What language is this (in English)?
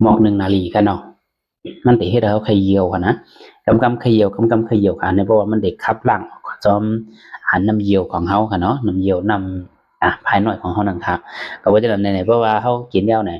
Shan